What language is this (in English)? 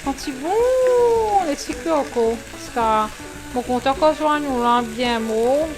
Morisyen